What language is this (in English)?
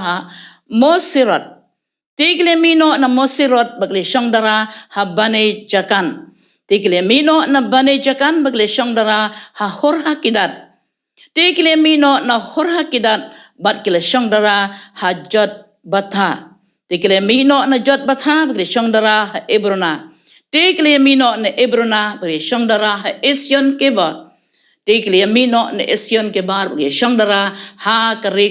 Khasi